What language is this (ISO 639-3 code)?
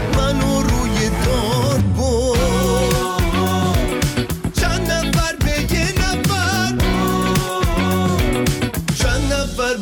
fas